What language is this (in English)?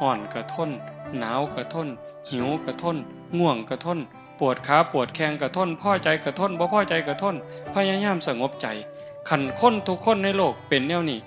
Northeastern Thai